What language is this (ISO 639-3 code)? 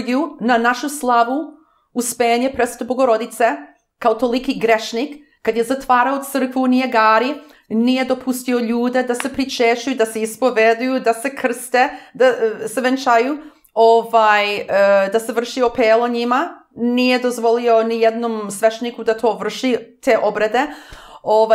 srp